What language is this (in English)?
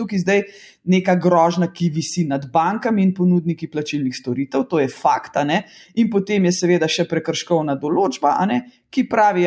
Slovenian